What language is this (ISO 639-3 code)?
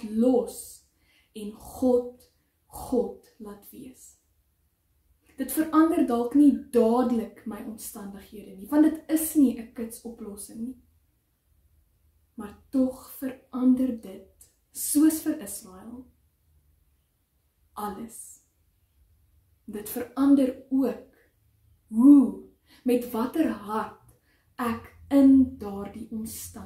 afr